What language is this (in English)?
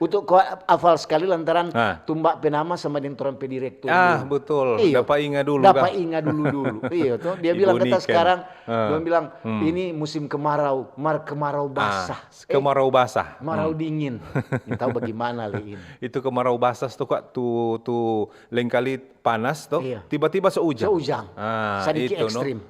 Manado Malay